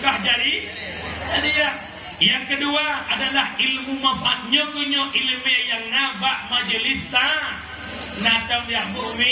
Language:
Achinese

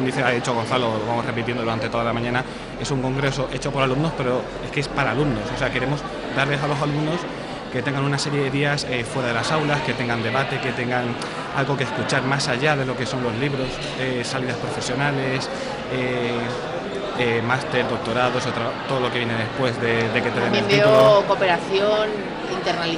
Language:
Spanish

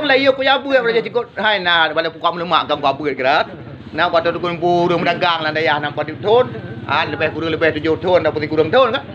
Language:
Achinese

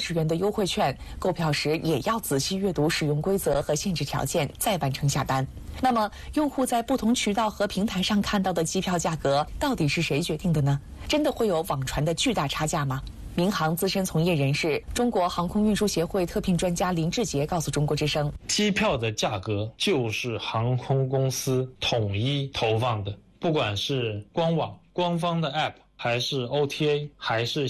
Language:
Chinese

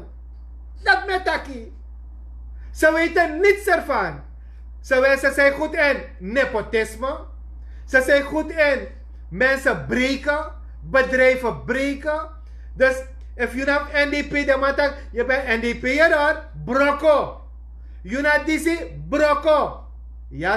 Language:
Sranan Tongo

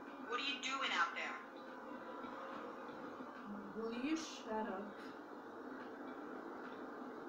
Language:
English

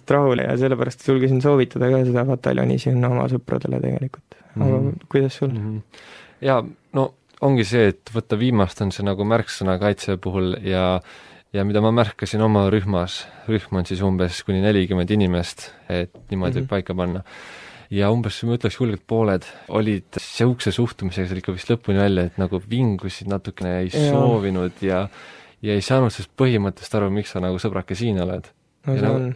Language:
Estonian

